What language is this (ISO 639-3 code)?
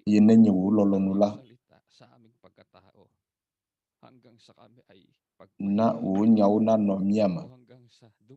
ewe